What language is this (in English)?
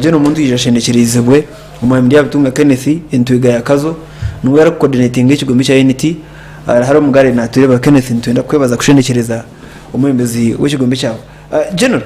Nyankole